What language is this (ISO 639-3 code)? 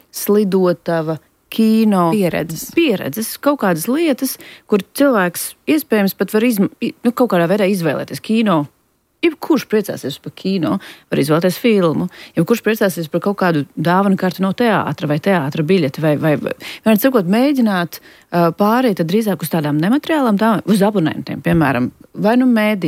lav